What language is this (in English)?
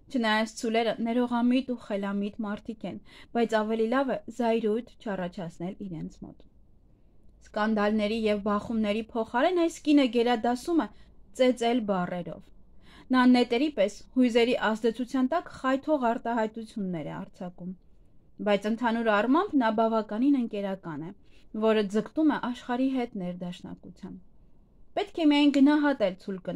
Armenian